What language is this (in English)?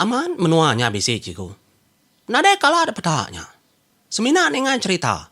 Iban